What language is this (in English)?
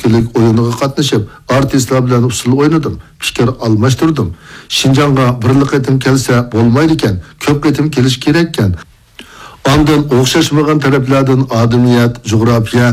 Uyghur